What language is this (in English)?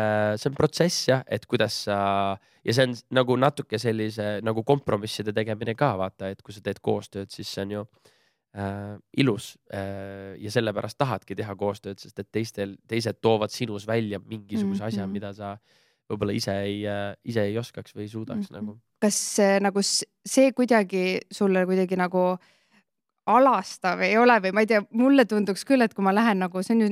Estonian